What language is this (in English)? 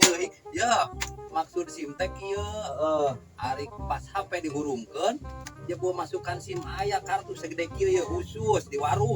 Sundanese